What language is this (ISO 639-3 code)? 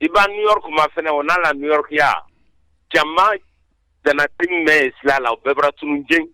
bam